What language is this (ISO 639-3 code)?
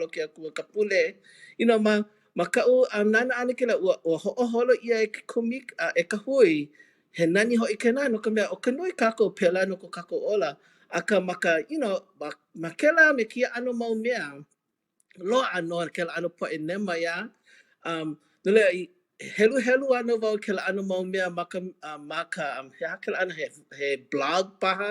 haw